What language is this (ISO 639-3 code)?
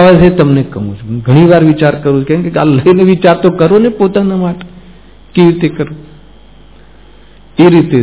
guj